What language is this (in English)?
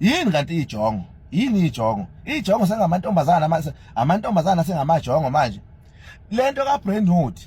Zulu